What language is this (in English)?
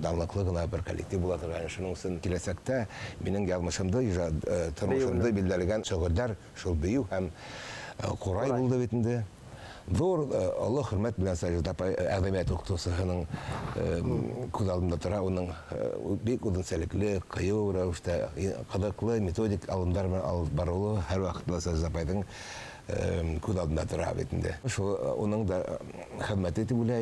Bashkir